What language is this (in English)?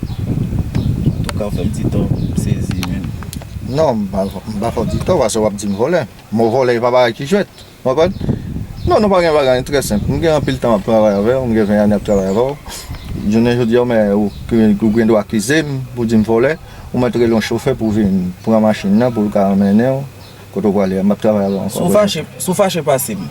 Haitian Creole